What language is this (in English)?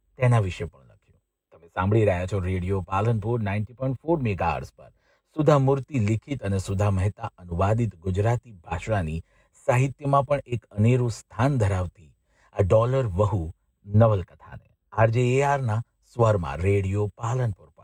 Gujarati